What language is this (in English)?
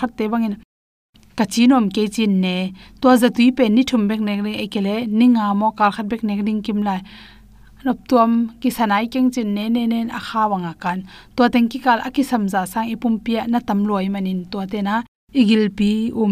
Tedim Chin